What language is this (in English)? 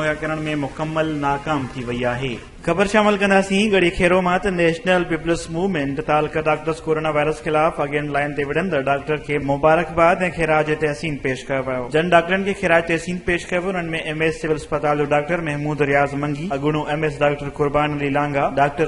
Sindhi